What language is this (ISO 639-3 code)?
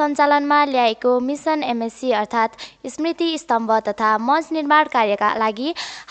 nep